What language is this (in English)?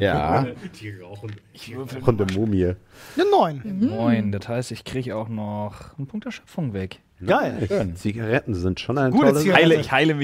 German